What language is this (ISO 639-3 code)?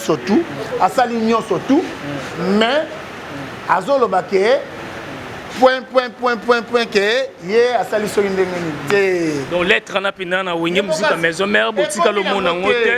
lin